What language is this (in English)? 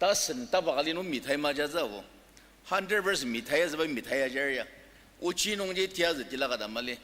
Ao Naga